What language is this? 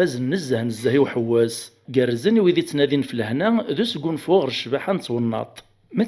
Kabyle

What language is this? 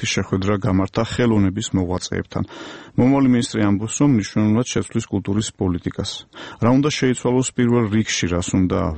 Georgian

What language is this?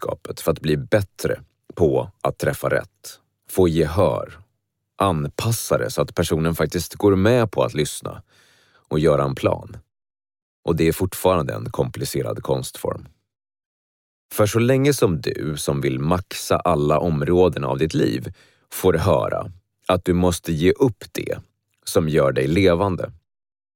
Swedish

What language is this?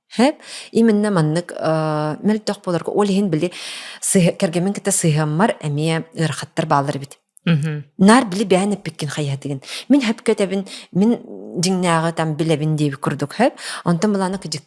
Yakut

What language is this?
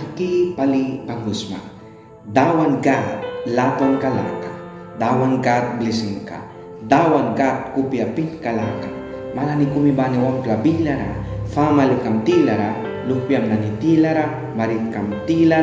Mískito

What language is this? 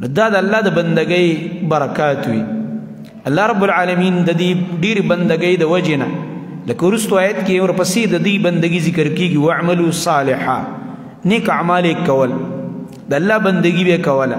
Pashto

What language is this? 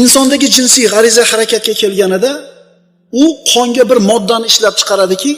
Uzbek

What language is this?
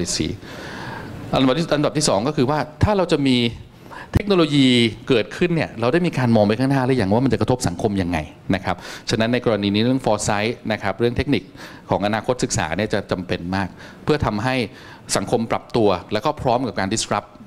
Thai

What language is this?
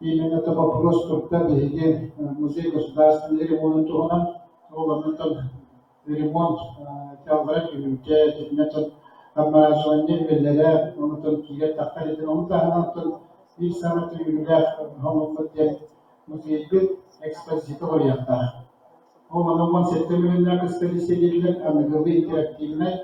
Yakut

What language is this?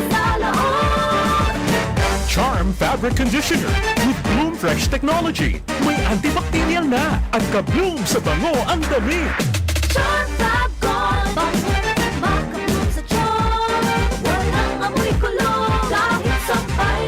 Bikol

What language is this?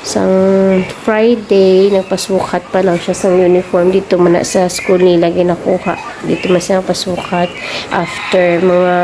Hiligaynon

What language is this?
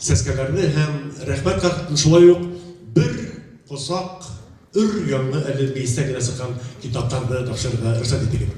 Bashkir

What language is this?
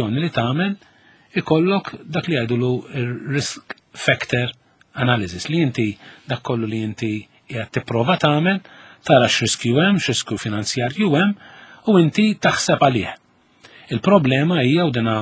Maltese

